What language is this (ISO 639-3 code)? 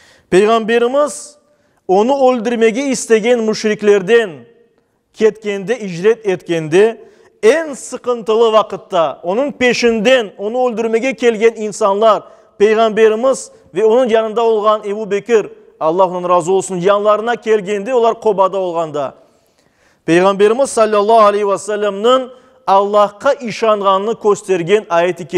crh